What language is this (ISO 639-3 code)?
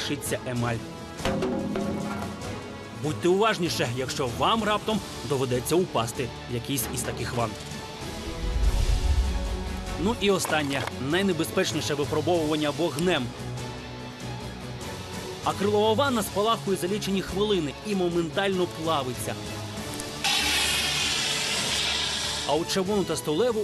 ukr